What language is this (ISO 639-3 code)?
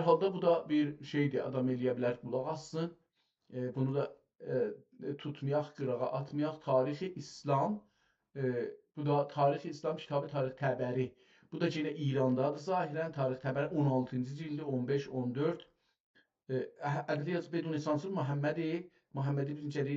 azb